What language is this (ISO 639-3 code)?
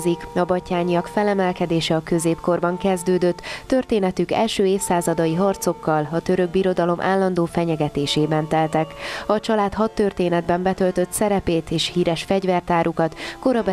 hun